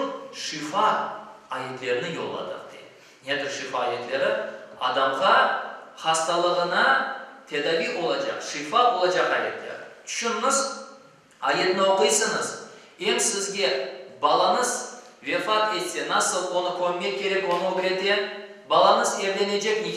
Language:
Crimean Tatar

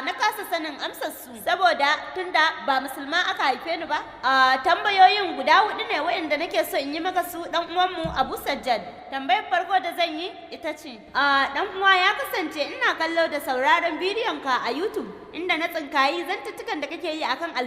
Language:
Hausa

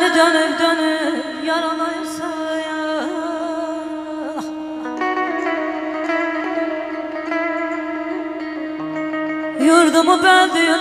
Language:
Azerbaijani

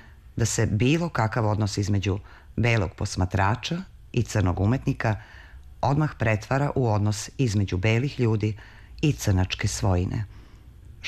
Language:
Serbian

